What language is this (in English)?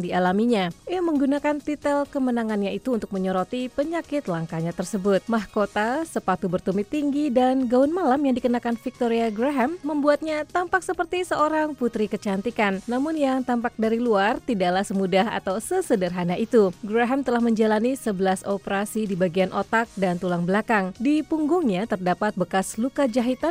Indonesian